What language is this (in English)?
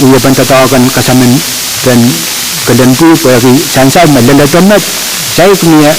Pohnpeian